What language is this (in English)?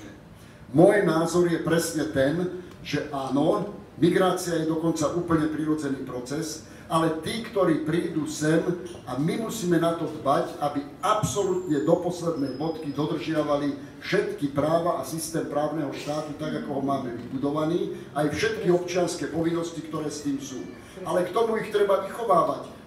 Slovak